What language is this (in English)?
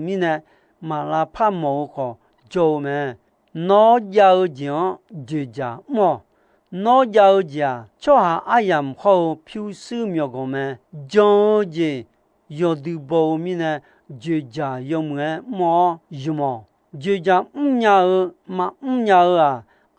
Akha